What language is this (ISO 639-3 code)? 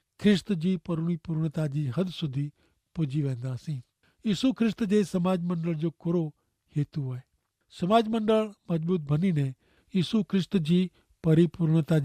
kfr